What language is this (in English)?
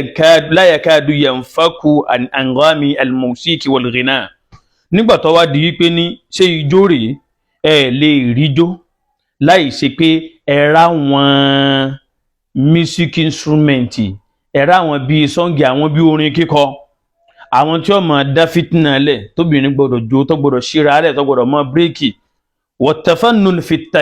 Yoruba